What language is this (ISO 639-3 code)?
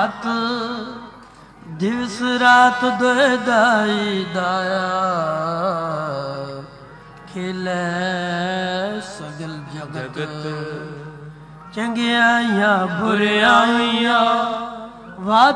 pan